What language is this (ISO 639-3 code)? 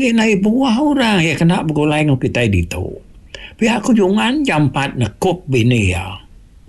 iba